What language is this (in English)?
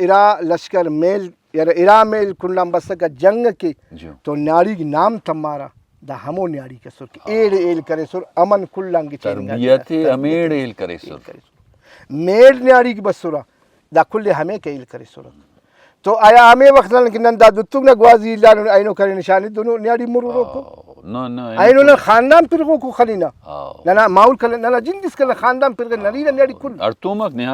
Brahui